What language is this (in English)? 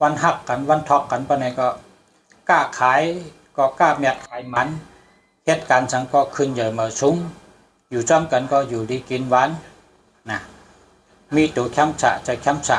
Shan